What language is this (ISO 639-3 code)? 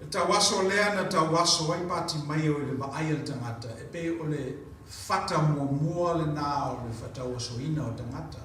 smo